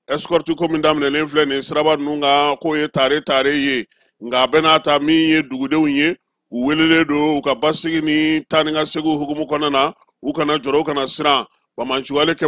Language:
Bambara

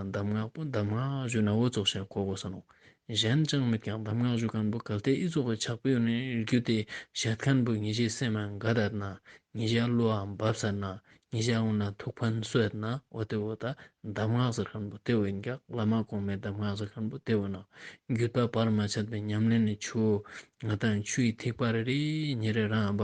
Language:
Ladakhi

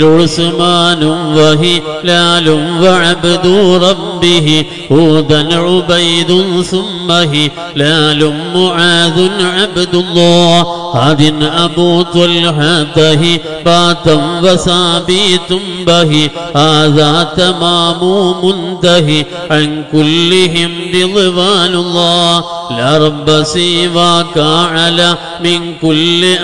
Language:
Malayalam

